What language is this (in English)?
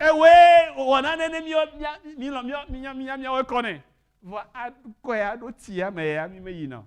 Ewe